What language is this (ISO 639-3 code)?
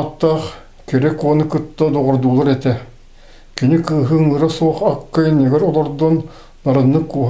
sah